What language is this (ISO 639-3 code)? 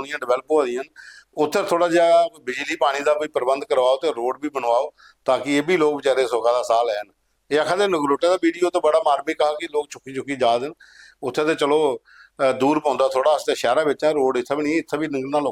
doi